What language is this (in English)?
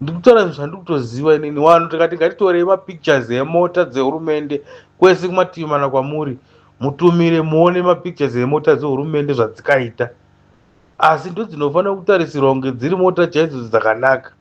Shona